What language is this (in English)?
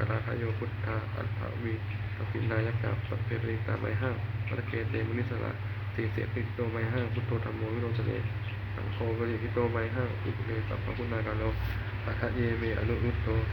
Pali